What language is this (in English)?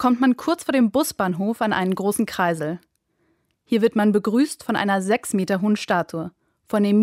German